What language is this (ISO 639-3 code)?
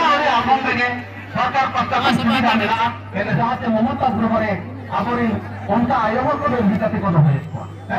sat